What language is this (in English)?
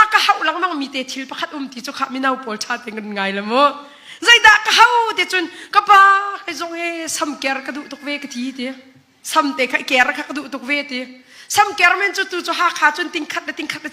Hakha Chin